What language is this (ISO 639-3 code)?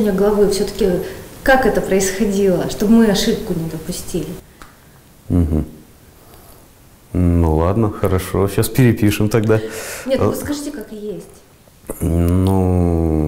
rus